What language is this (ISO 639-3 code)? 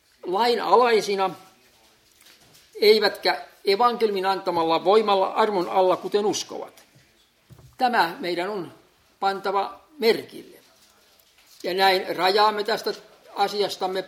fin